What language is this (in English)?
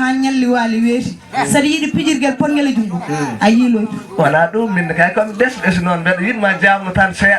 Fula